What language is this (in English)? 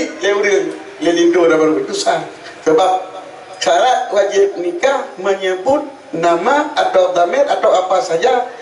Achinese